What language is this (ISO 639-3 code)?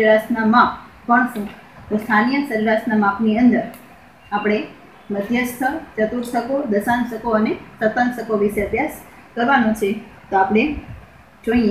guj